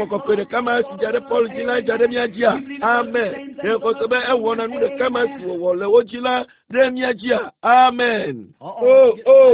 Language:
Ewe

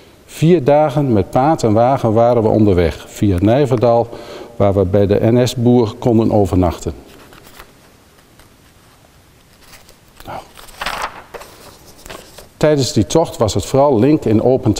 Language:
Dutch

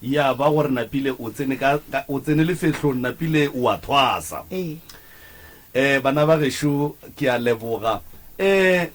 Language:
Northern Sotho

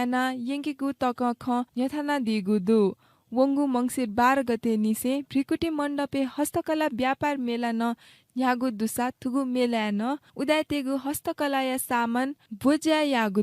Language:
Newari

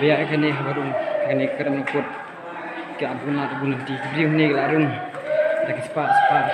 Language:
Khasi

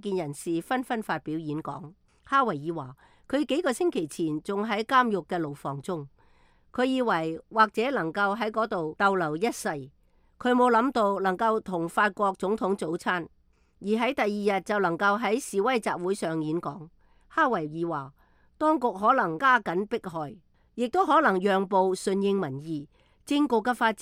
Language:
Cantonese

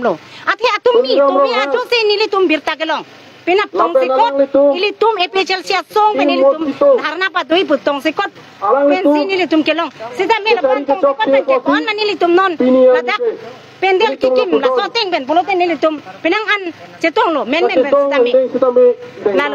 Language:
Karbi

